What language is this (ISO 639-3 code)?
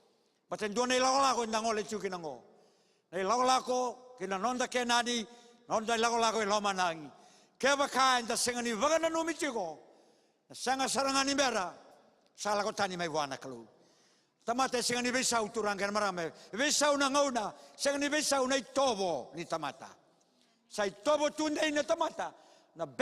fij